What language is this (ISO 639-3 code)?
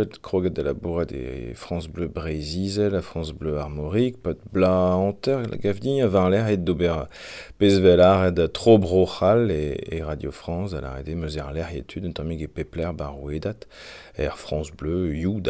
bre